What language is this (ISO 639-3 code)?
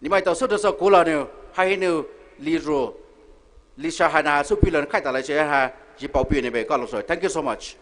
pmx